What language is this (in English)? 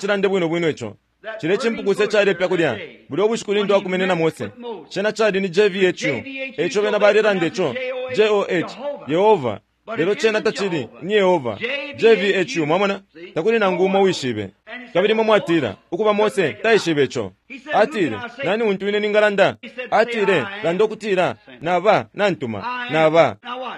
Bemba